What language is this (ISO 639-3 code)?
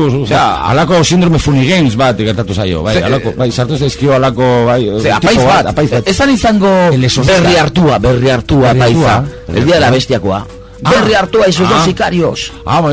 eus